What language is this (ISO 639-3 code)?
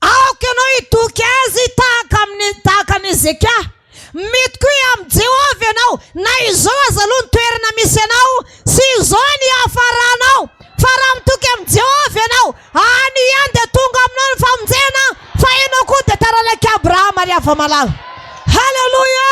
mlg